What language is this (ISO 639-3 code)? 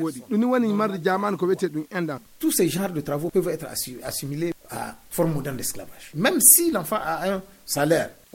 fuv